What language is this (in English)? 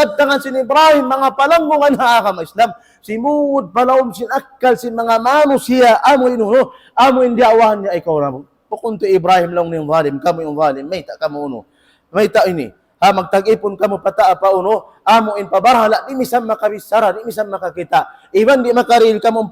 Tausug